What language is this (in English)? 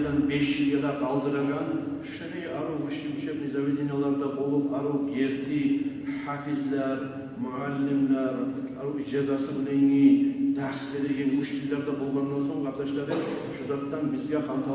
Kumyk